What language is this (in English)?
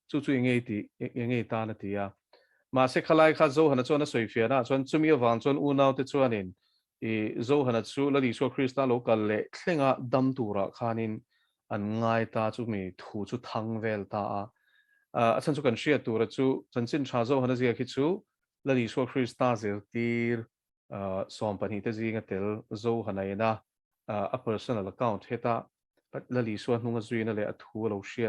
Mizo